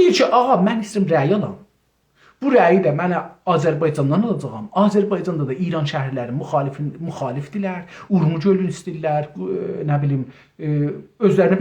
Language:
South Azerbaijani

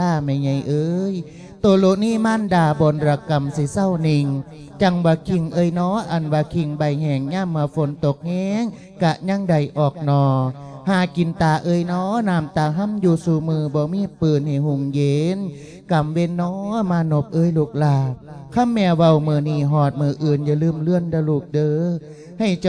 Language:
Lao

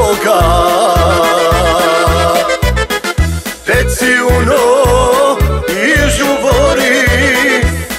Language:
Croatian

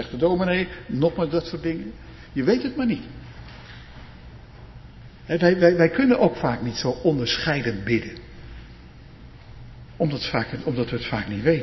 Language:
Dutch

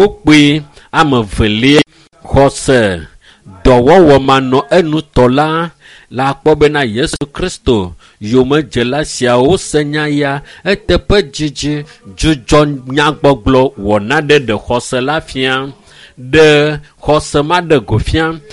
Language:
Ewe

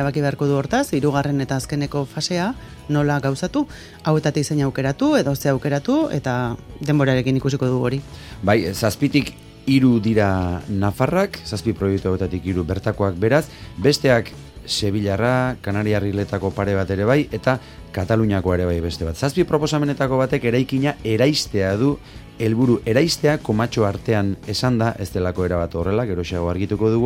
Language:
Basque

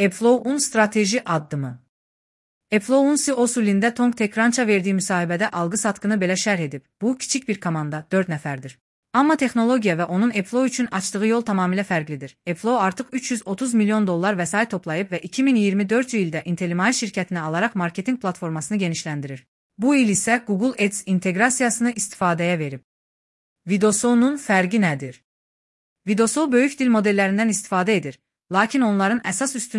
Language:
Azerbaijani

